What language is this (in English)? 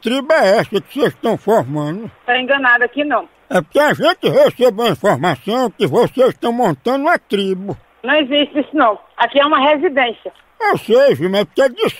Portuguese